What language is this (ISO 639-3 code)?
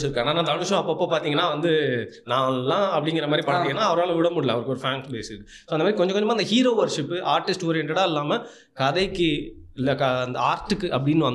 tam